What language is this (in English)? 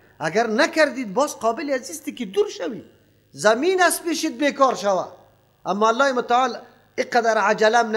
Persian